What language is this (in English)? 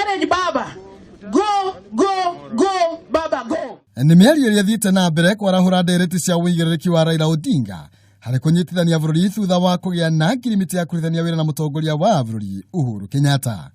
Kikuyu